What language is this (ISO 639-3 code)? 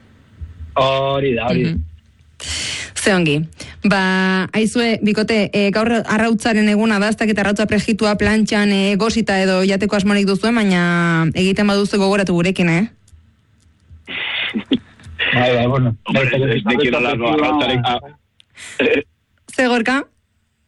eus